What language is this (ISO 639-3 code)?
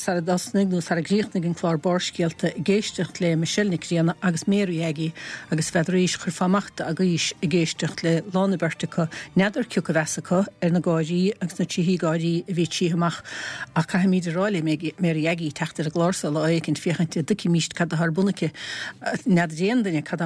gle